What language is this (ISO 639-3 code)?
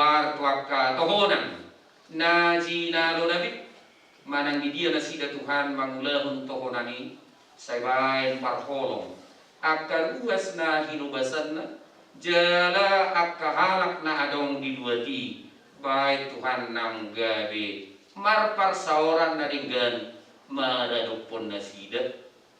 bbc